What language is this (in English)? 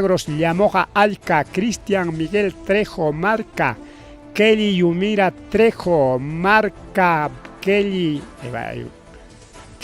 Ayacucho Quechua